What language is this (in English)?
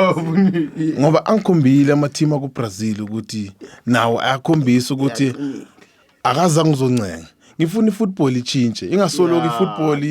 Zulu